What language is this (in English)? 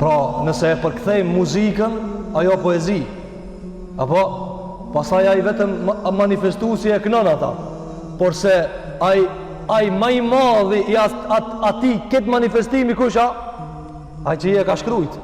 Albanian